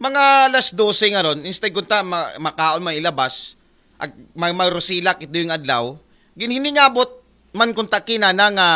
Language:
Aklanon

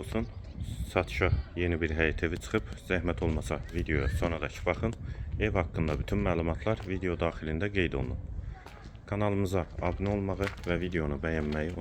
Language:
Azerbaijani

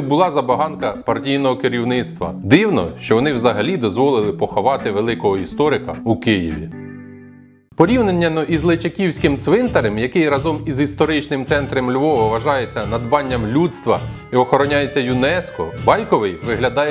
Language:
Ukrainian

